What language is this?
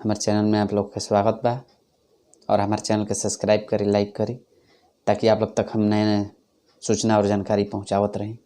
Bhojpuri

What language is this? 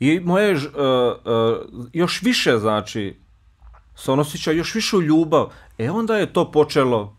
Bosnian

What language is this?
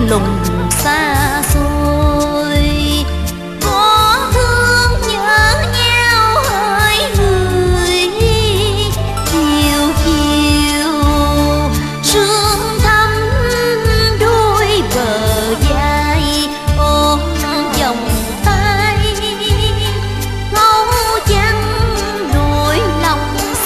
Vietnamese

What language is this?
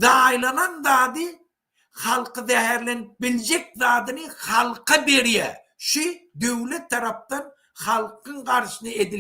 Turkmen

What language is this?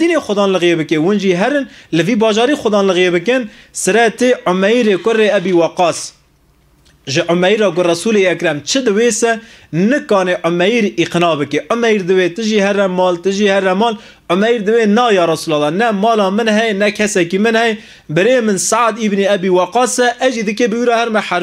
Kurdish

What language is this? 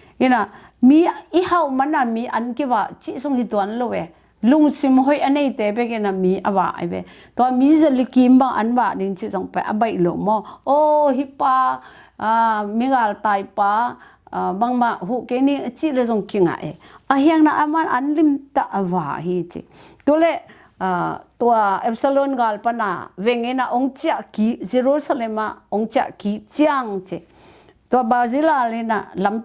Tedim Chin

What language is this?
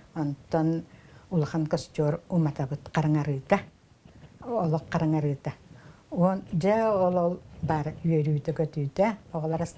Yakut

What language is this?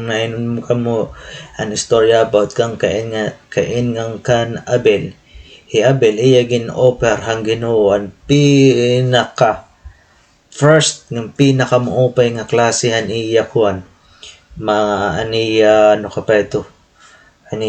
Waray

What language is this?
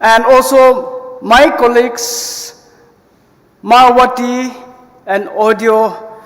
Ao Naga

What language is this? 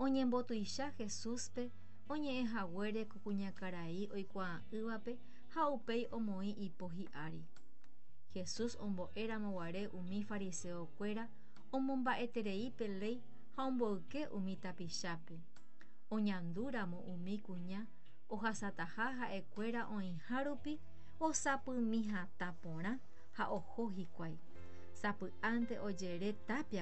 Guarani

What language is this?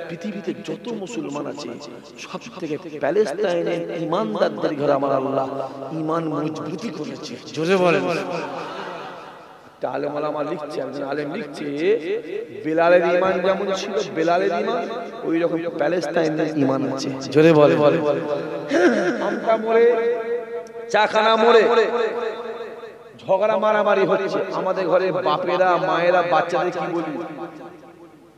Bangla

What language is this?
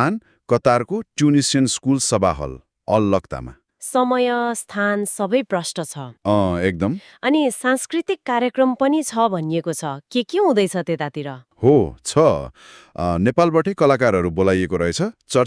Nepali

